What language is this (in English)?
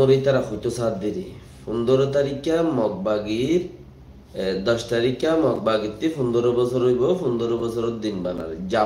Rohingya